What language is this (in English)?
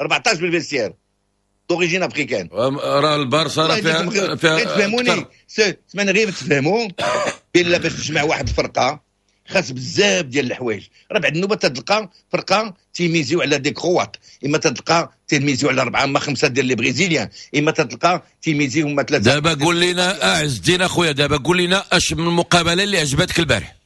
Moroccan Arabic